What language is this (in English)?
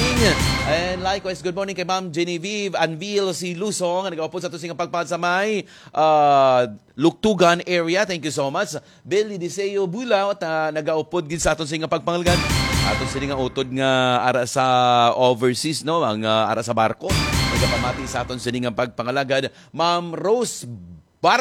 Hiligaynon